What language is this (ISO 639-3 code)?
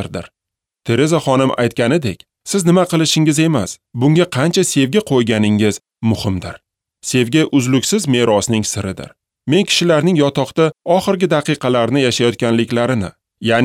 uzb